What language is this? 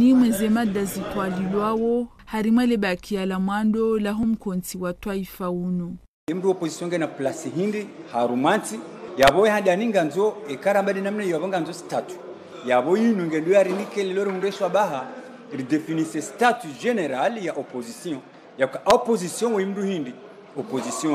Ngazidja Comorian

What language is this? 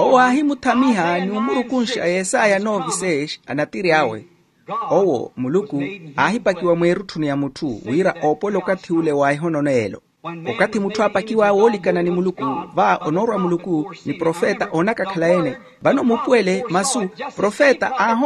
Makhuwa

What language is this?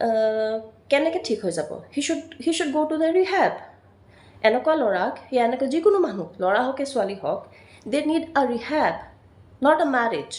Assamese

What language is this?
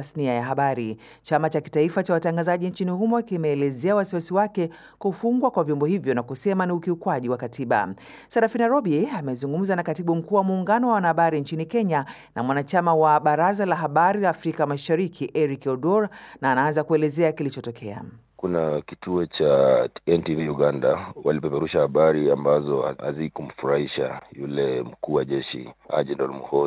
Swahili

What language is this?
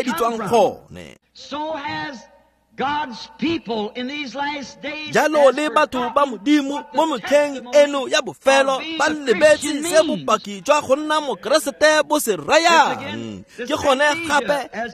Tswana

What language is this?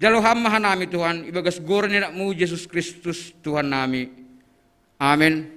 Batak Simalungun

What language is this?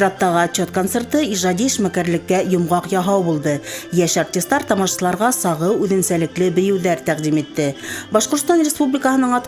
Bashkir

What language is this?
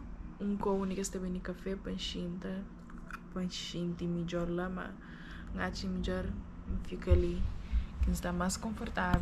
Kabuverdianu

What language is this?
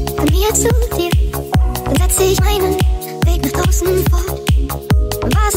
German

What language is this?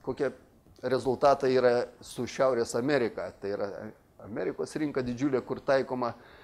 Lithuanian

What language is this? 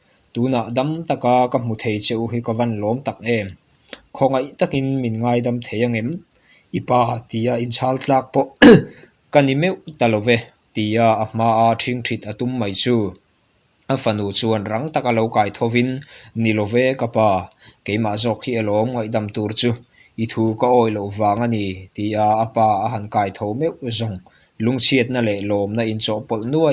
Mizo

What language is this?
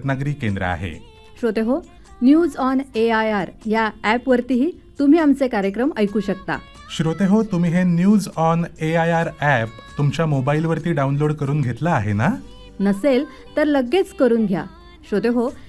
Marathi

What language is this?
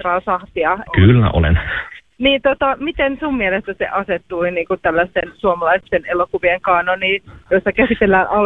Finnish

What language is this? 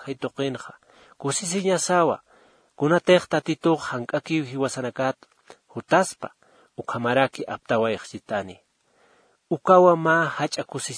Aymara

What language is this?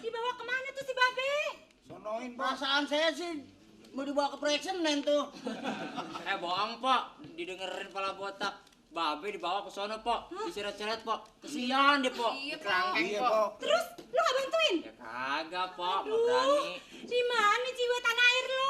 Betawi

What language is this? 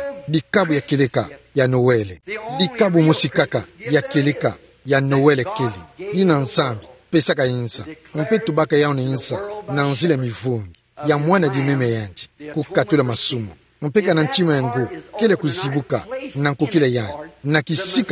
Kituba (Democratic Republic of Congo)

